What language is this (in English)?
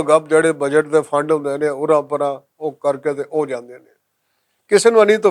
Western Panjabi